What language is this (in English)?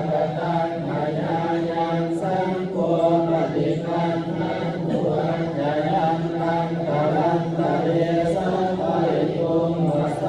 Pali